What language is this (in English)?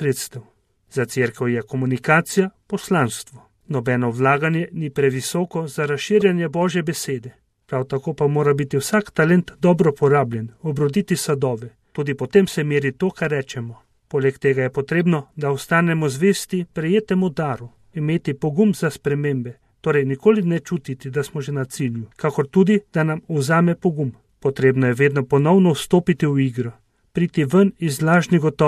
Slovenian